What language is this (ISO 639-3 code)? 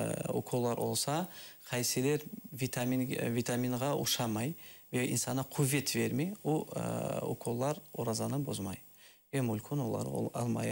crh